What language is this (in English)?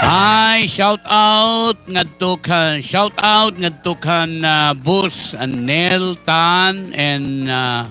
Waray